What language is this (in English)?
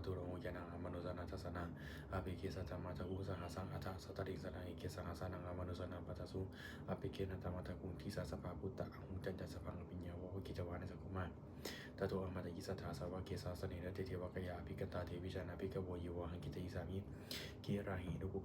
Pali